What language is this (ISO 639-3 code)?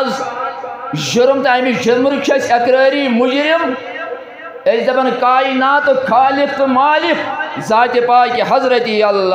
kas